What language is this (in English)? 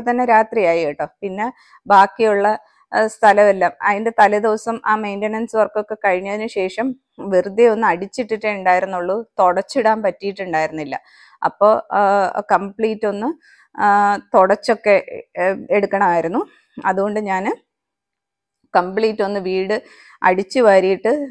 Malayalam